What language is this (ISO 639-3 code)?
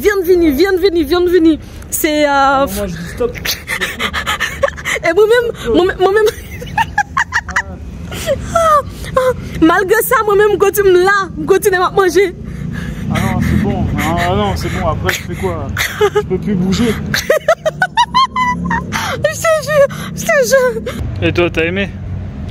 fra